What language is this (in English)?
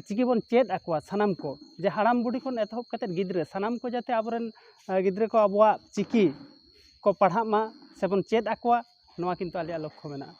Santali